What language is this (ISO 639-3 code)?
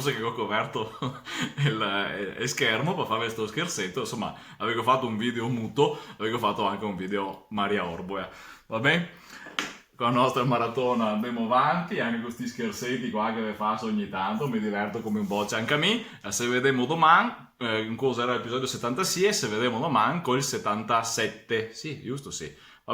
vec